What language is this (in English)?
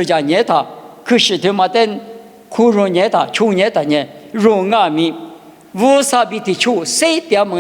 Lisu